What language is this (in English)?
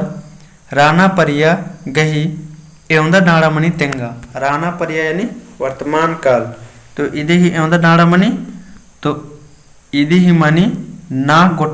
Kurukh